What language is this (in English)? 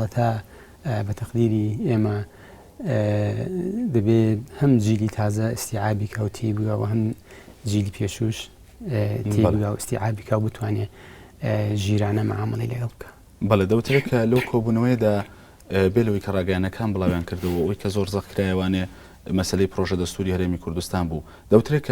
Central Kurdish